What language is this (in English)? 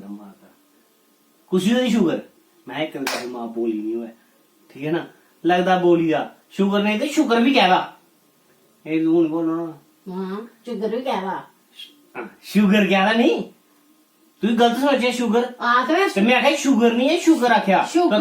Dogri